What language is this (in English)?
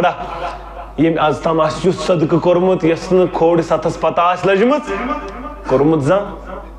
Kashmiri